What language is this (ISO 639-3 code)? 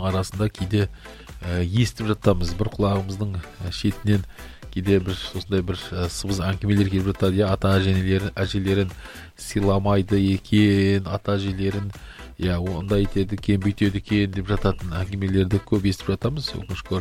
kaz